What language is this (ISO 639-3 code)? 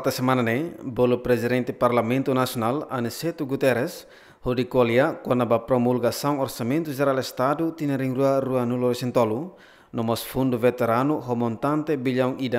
tet